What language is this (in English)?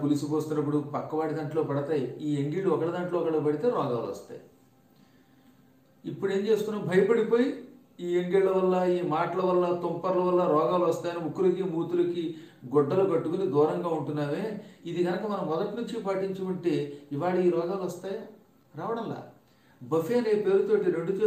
Telugu